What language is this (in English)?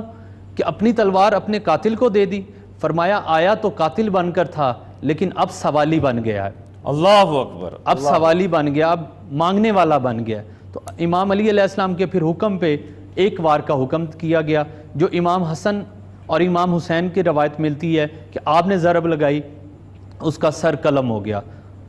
Urdu